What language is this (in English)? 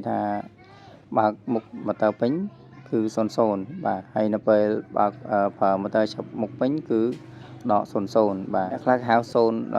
Khmer